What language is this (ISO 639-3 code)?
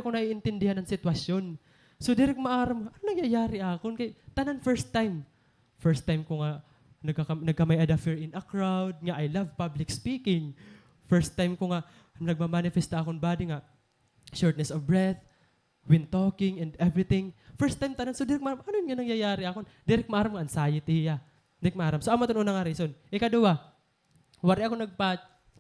war